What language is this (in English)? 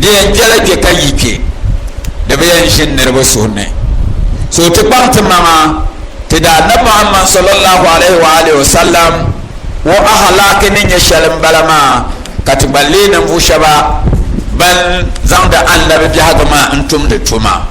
Dagbani